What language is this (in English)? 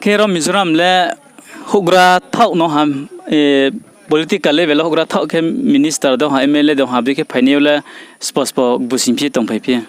Riang (India)